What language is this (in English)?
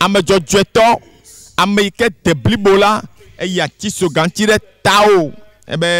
Ewe